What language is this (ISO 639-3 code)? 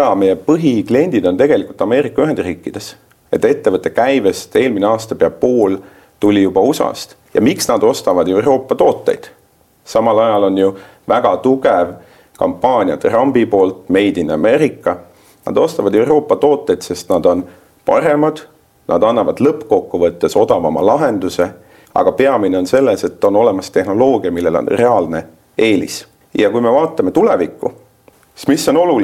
est